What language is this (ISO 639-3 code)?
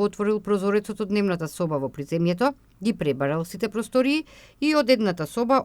mkd